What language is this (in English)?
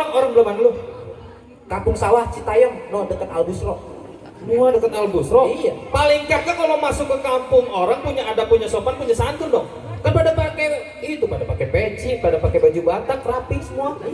Betawi